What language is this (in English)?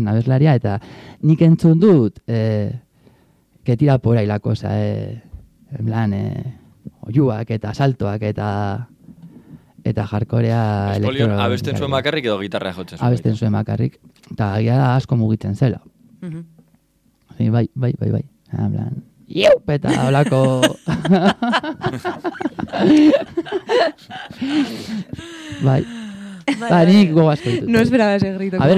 Basque